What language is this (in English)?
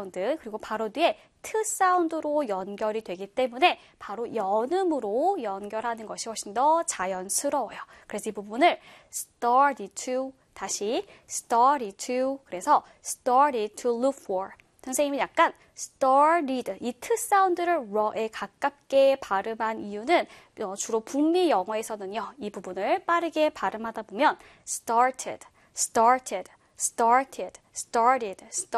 Korean